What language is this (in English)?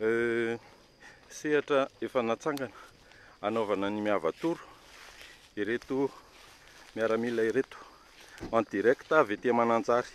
Malagasy